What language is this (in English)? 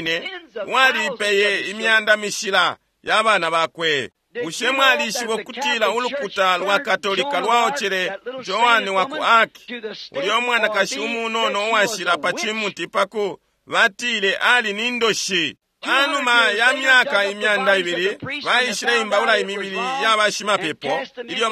Bemba